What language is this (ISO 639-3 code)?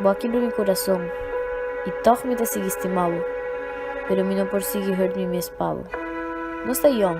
pap